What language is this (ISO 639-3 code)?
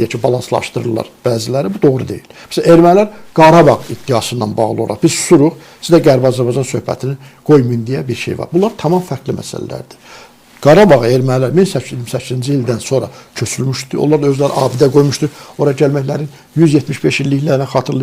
aze